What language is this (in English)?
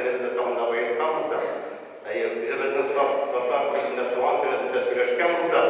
Tatar